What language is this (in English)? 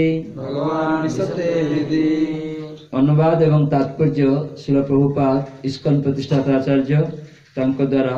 Odia